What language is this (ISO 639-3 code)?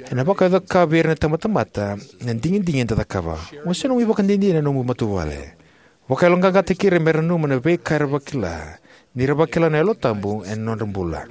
fij